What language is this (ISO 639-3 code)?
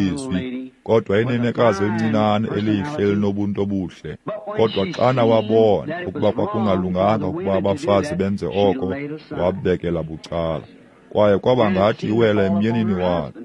xho